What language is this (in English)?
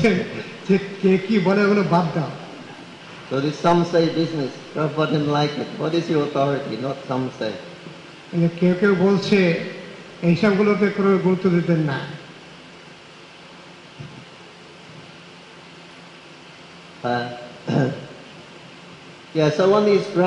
Bangla